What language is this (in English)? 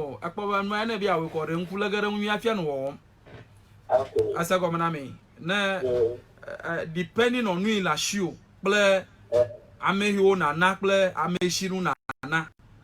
Ewe